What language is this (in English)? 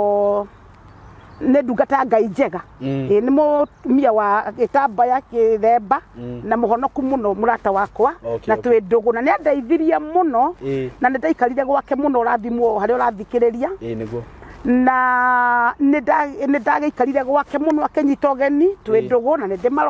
Kikuyu